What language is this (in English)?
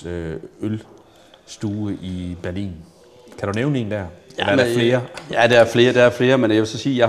Danish